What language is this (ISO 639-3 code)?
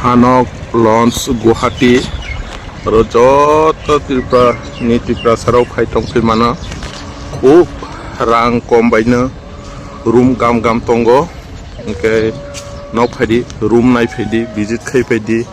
trp